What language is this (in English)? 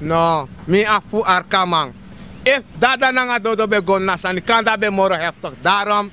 Sranan Tongo